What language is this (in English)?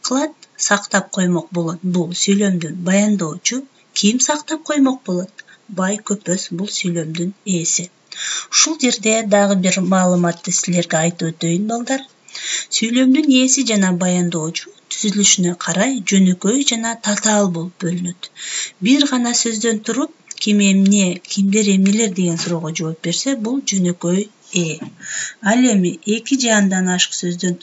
Kyrgyz